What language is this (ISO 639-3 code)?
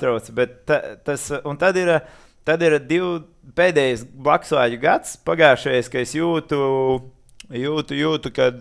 lav